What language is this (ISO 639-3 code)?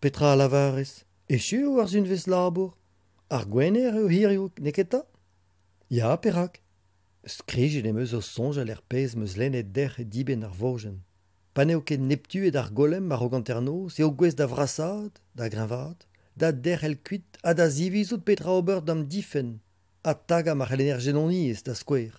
bre